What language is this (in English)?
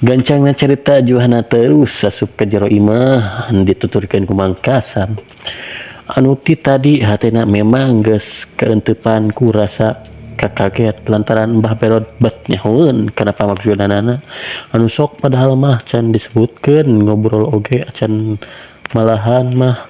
Sundanese